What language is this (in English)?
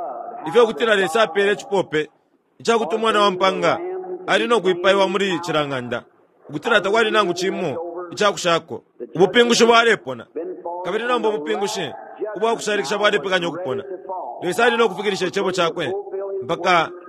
Bemba